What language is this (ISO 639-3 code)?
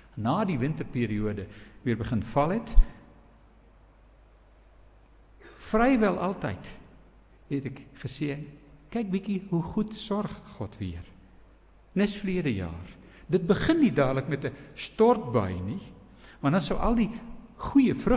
afr